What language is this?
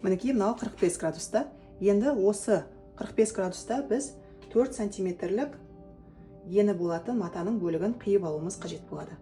Kazakh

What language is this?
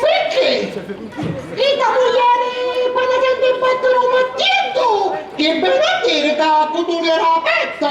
Sicilian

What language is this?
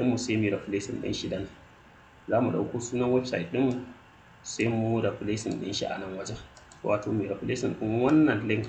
Hausa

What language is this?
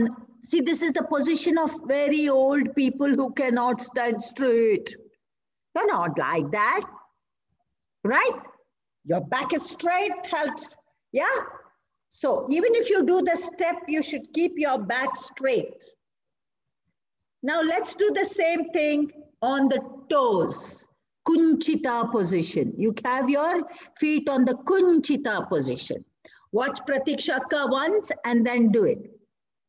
English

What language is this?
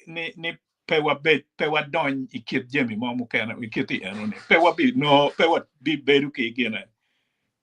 Acoli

